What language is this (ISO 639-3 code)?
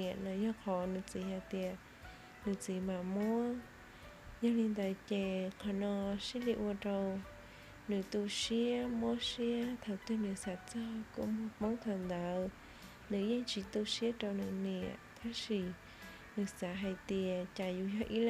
hmn